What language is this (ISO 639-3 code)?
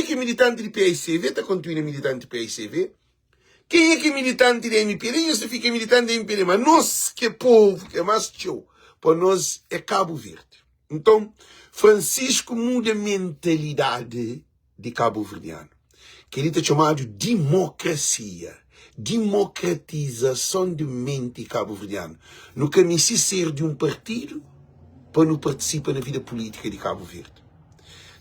kea